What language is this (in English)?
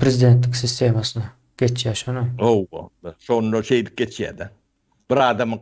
Turkmen